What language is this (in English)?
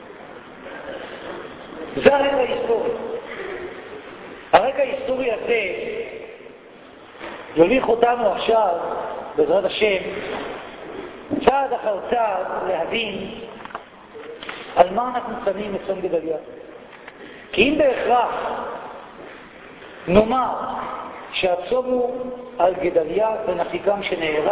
Hebrew